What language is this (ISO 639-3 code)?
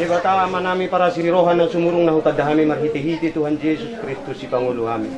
bbc